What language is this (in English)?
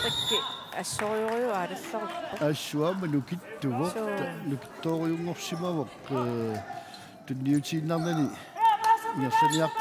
Kalaallisut